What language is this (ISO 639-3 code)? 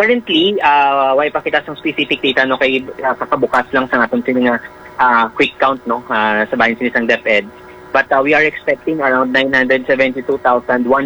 hil